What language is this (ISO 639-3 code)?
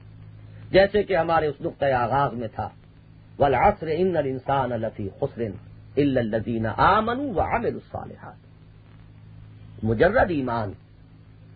urd